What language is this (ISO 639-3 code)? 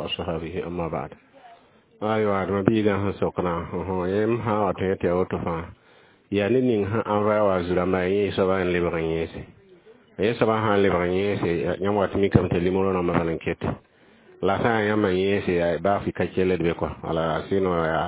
mos